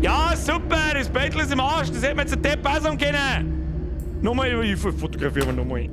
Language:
Bavarian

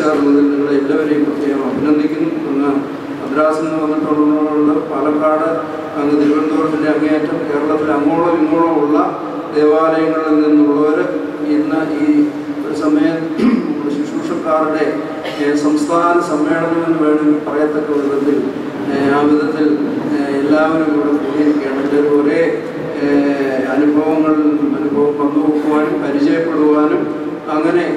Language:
Malayalam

